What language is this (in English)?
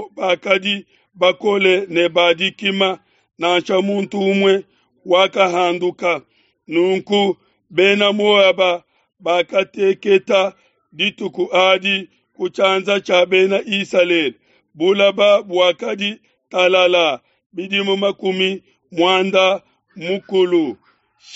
Luba-Lulua